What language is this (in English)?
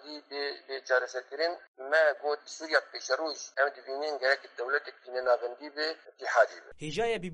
Kurdish